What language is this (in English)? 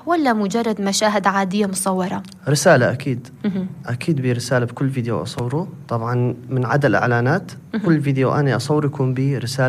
North Levantine Arabic